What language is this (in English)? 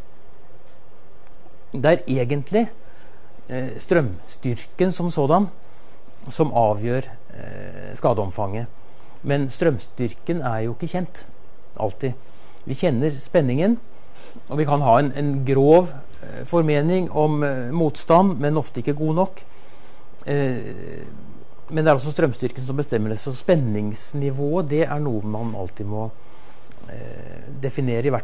Norwegian